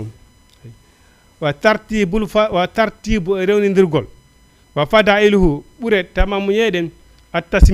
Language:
Fula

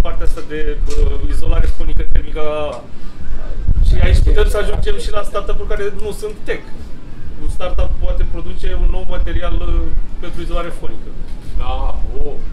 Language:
Romanian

